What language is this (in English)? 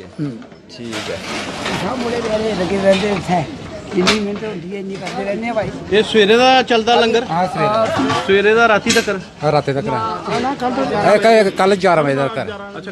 Dogri